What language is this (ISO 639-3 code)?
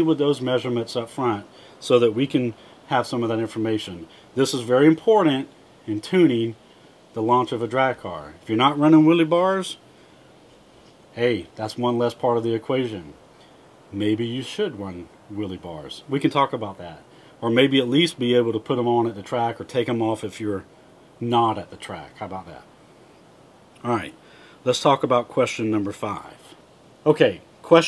eng